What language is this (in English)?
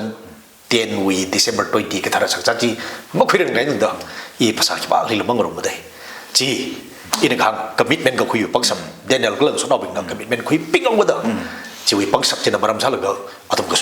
Tangkhul Naga (India)